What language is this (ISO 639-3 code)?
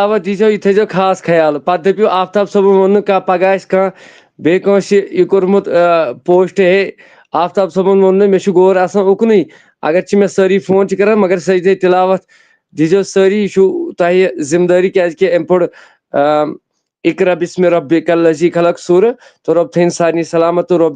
kas